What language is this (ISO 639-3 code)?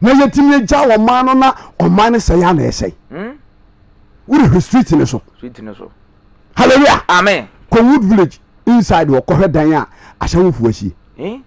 aka